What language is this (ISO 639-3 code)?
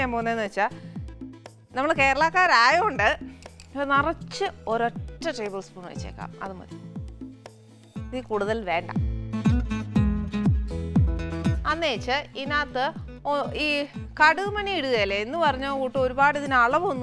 mal